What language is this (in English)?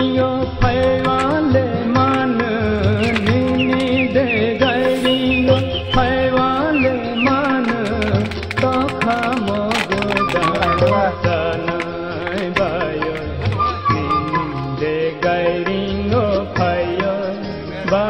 Kok Borok